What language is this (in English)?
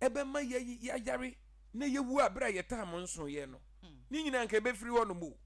Akan